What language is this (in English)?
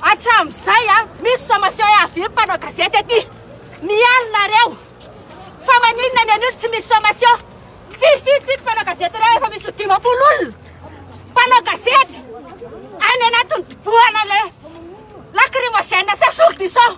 Malagasy